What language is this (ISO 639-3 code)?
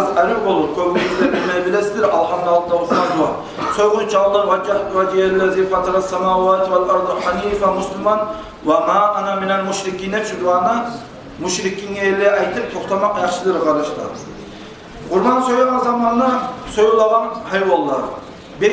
kum